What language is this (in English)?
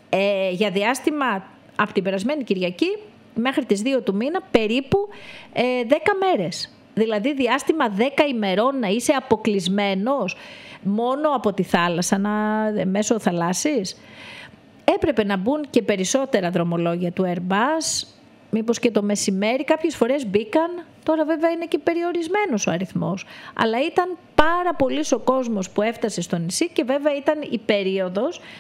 Greek